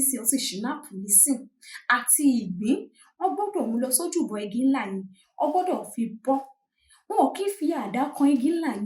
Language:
Yoruba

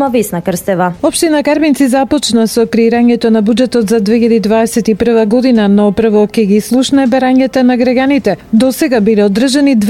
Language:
Macedonian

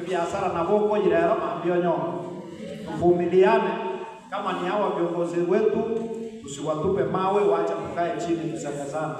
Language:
Gusii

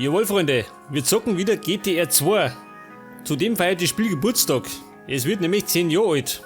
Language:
Bavarian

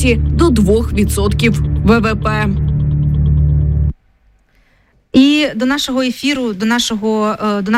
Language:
Ukrainian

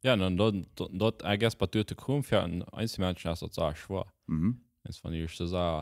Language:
Plautdietsch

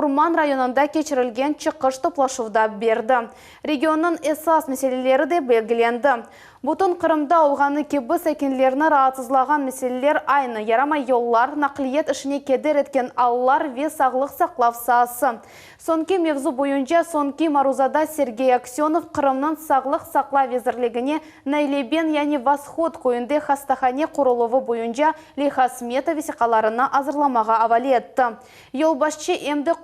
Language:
Crimean Tatar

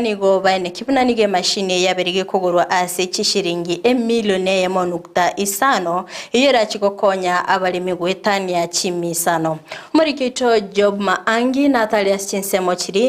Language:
Gusii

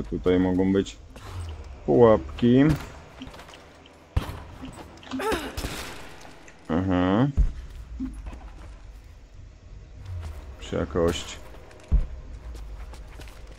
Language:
Polish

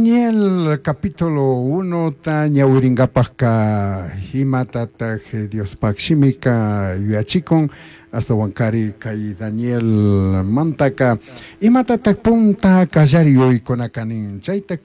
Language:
Chimborazo Highland Quichua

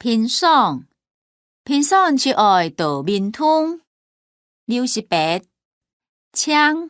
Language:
Hakka Chinese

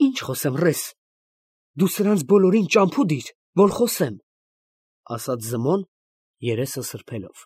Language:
Armenian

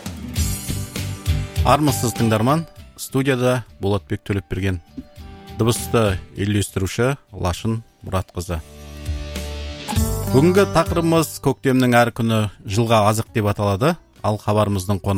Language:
Kazakh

